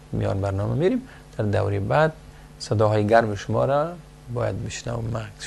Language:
Persian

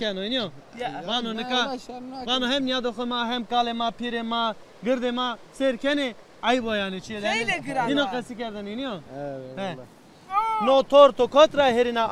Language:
Zaza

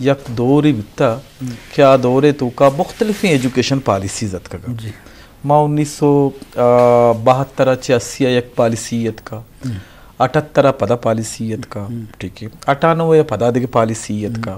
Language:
Eastern Balochi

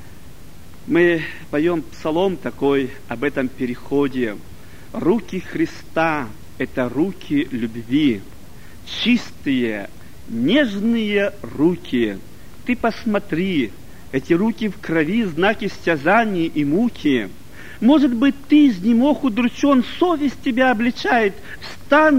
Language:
Russian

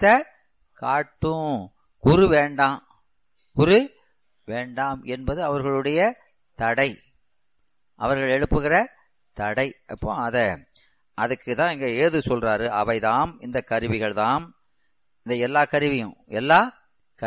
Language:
Tamil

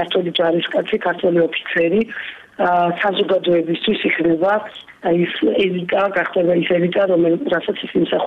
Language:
Georgian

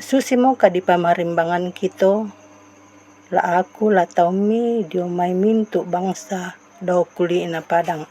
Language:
Toraja-Sa'dan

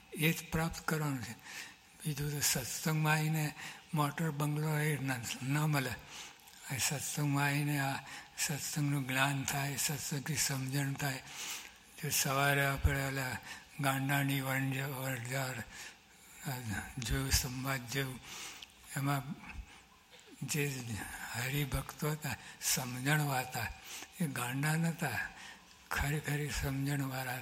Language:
Gujarati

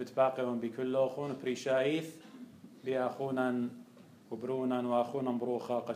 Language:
Assyrian Neo-Aramaic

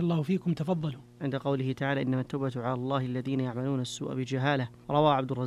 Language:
Arabic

